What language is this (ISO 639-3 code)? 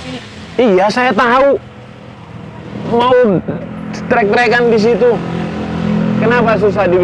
ind